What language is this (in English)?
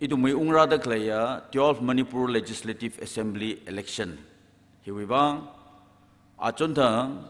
Tangkhul Naga (India)